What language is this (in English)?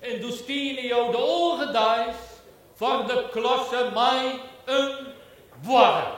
Western Frisian